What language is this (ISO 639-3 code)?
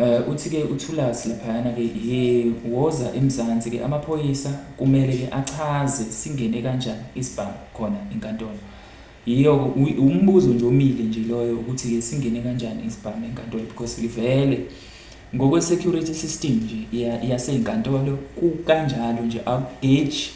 zul